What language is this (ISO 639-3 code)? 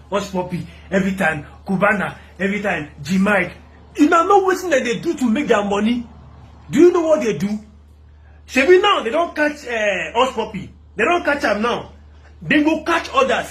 pcm